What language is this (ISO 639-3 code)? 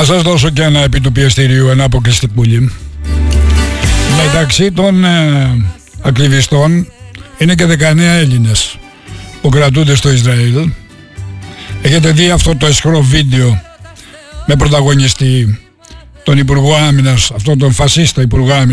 ell